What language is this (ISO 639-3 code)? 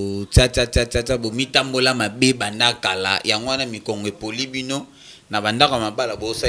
lin